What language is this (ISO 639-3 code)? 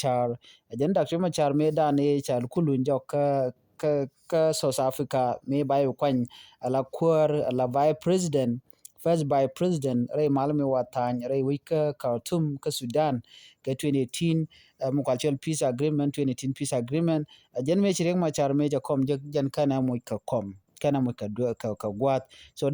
nus